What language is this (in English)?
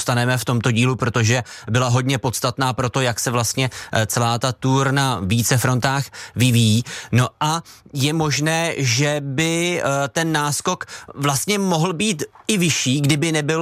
Czech